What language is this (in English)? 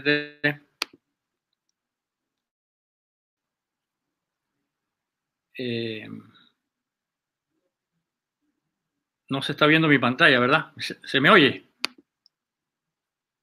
Spanish